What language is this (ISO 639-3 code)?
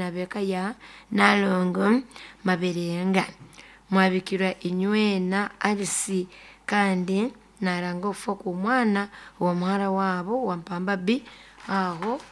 nyn